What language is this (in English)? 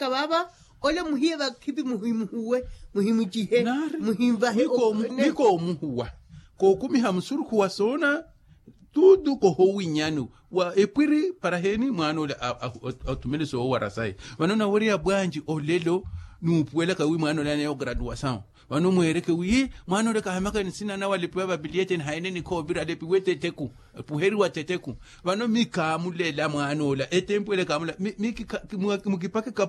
Makhuwa